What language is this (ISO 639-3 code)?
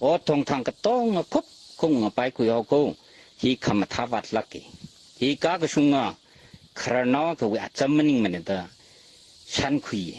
nmf